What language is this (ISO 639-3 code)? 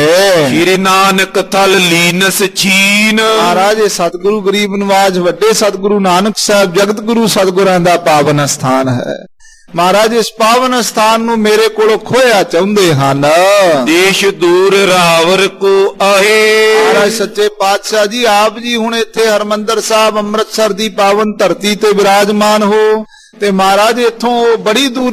pan